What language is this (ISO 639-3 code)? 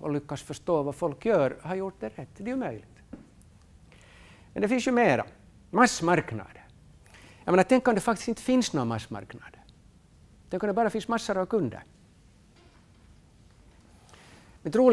swe